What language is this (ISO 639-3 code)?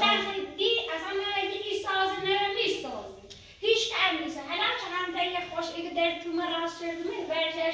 fas